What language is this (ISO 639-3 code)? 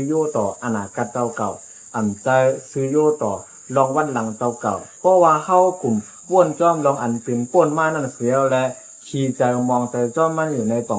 shn